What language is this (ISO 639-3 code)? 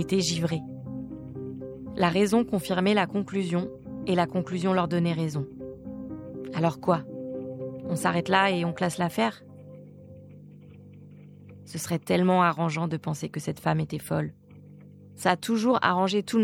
fra